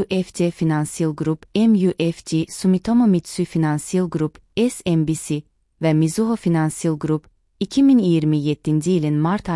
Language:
Azerbaijani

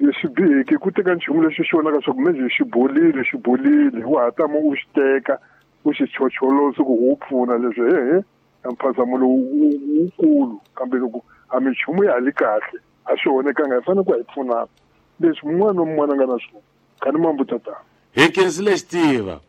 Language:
Tsonga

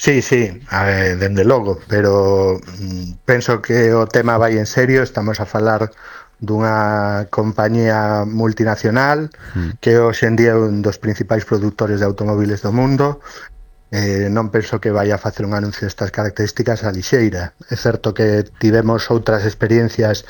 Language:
Galician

